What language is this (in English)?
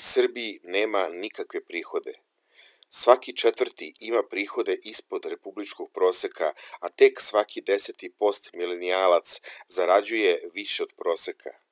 Serbian